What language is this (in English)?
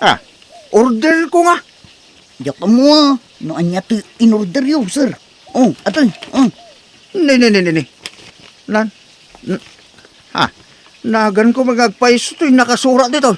Iloko